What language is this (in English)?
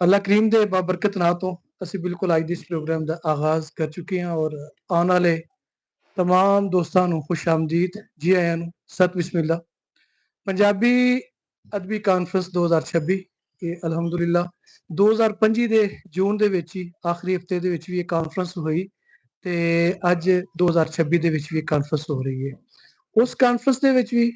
Western Panjabi